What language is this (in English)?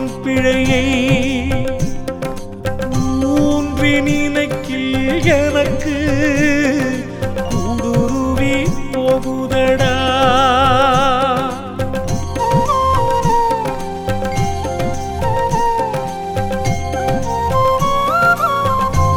Tamil